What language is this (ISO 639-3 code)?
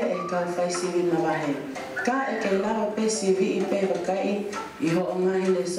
ton